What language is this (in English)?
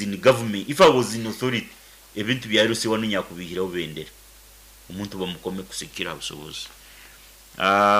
Nyoro